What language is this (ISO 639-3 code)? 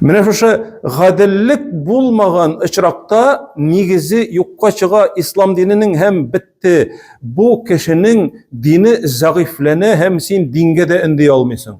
tat